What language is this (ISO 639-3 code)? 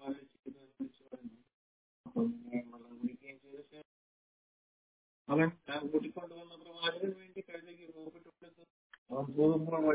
mal